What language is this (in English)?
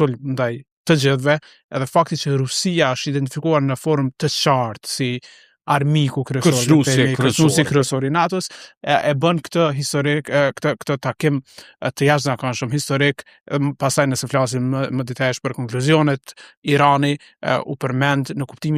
Albanian